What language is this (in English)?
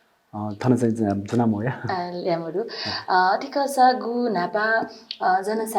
Newari